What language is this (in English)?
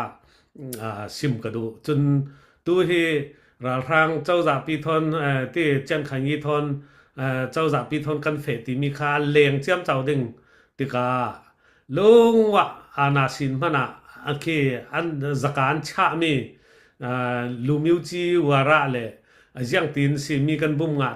Falam Chin